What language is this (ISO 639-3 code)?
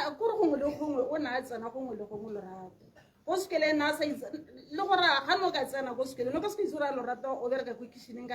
tsn